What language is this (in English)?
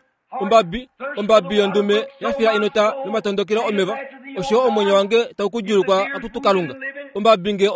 Kuanyama